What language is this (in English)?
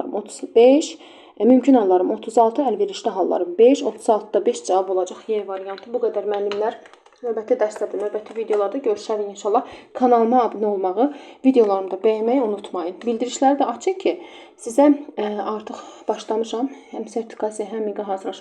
Azerbaijani